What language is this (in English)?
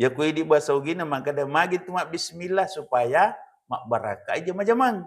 Buginese